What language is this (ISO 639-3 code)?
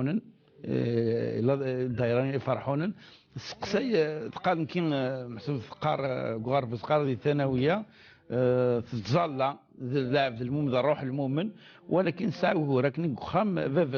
kab